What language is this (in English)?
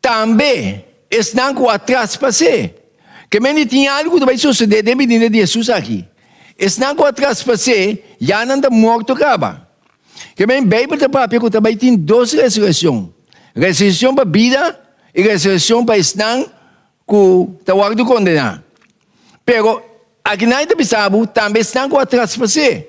Papiamento